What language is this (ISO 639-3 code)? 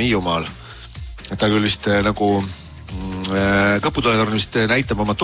est